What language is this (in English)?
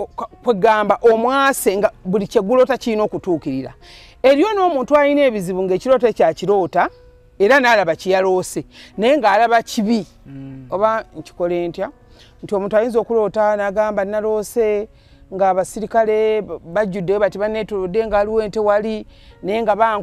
Ganda